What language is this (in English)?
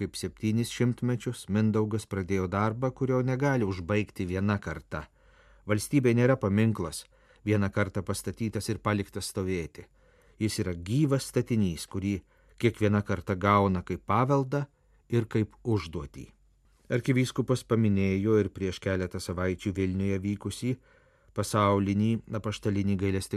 Lithuanian